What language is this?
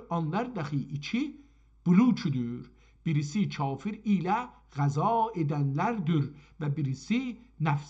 South Azerbaijani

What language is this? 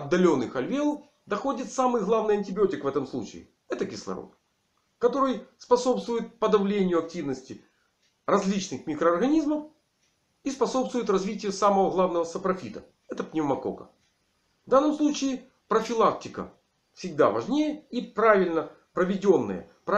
Russian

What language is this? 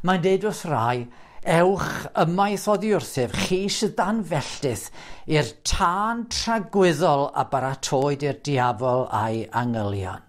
Welsh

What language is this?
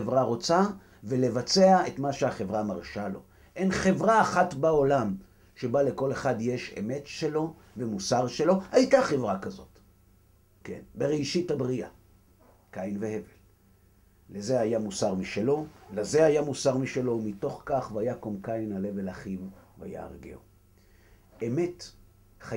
Hebrew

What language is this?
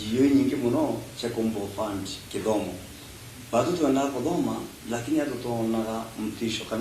Meru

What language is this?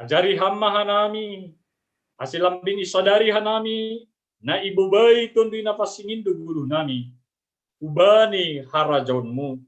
Batak Simalungun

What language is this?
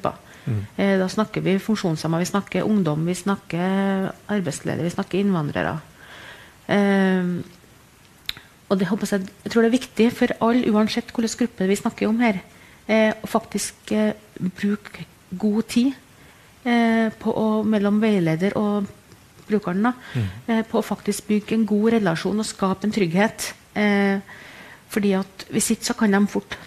Norwegian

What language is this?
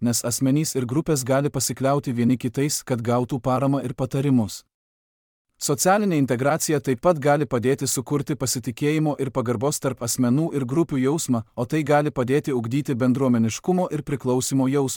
Lithuanian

